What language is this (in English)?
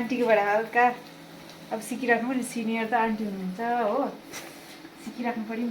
Nepali